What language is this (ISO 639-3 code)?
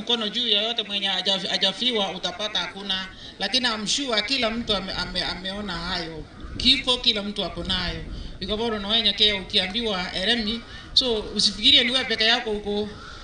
guz